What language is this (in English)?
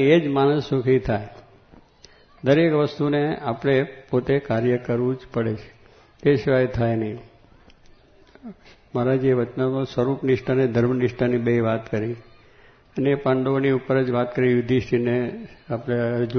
Gujarati